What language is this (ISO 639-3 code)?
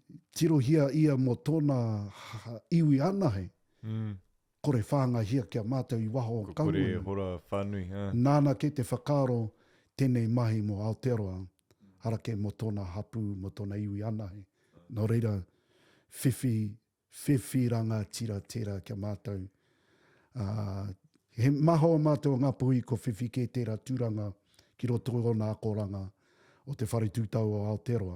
mri